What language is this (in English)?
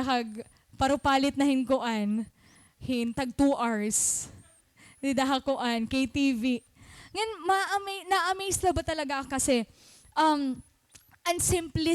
Waray